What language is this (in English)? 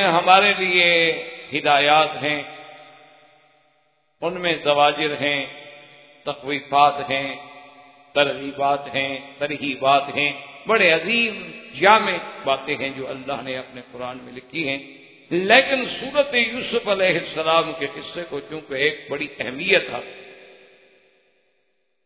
Urdu